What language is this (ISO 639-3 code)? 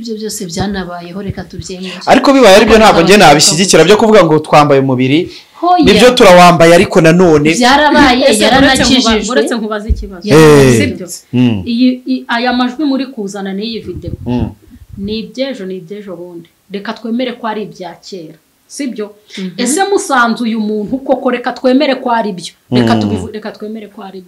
kin